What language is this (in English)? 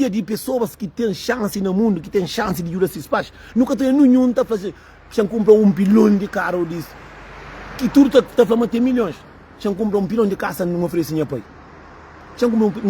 Kabuverdianu